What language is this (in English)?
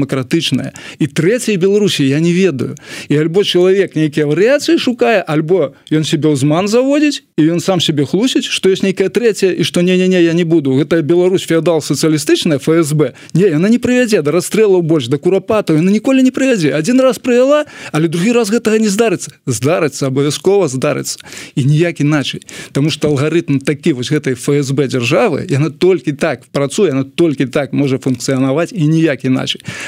Belarusian